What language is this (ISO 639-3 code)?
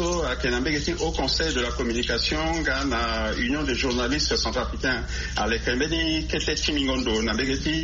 sag